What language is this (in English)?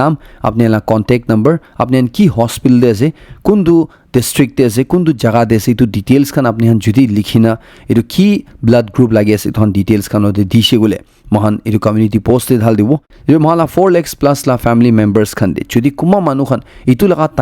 Naga Pidgin